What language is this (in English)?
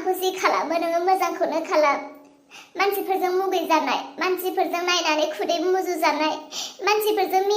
Bodo